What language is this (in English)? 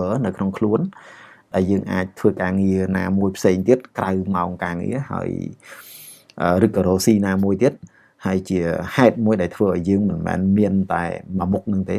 Khmer